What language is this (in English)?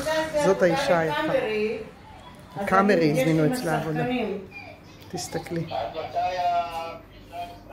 Hebrew